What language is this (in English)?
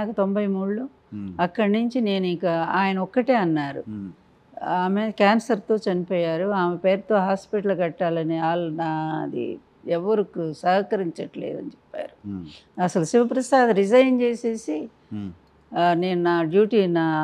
Telugu